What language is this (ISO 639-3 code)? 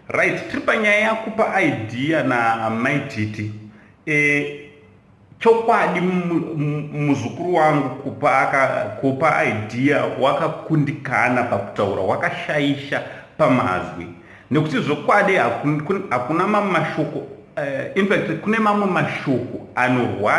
sna